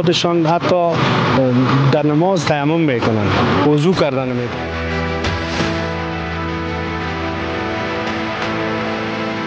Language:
Persian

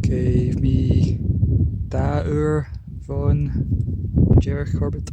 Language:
Scottish Gaelic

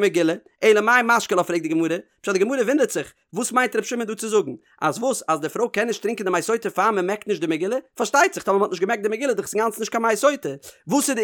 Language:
Yiddish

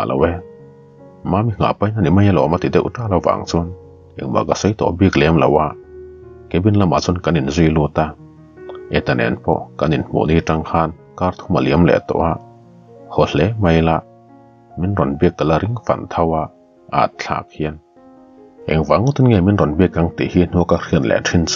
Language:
Mizo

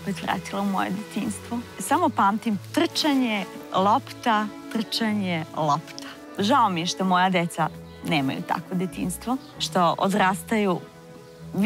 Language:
Serbian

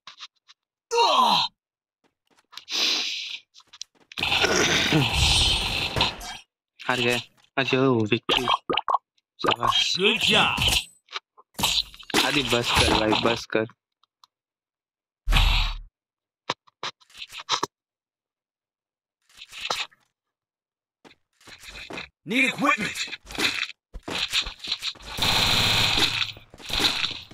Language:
Hindi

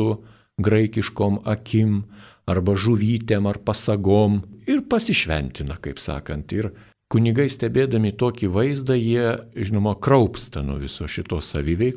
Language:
Lithuanian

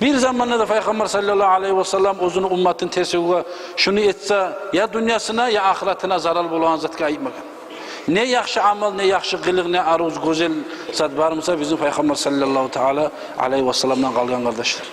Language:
Kumyk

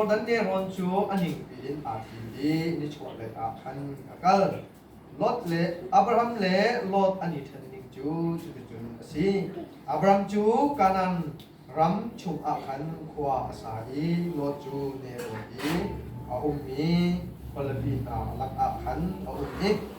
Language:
Hakha Chin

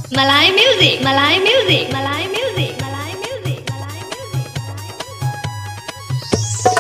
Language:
Bhojpuri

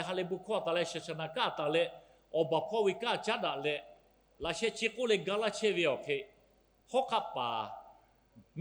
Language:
Lahu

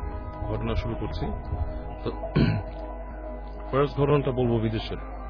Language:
Bangla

